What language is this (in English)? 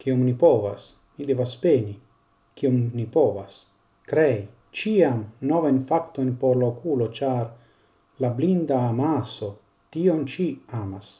Esperanto